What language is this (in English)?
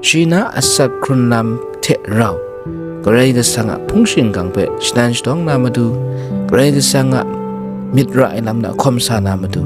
Kachin